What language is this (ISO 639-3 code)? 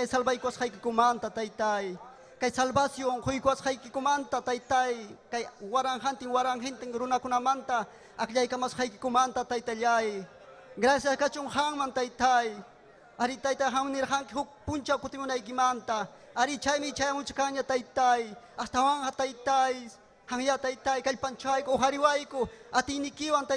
quy